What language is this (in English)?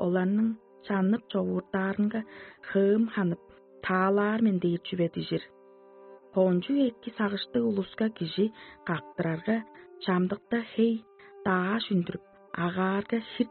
Tuvinian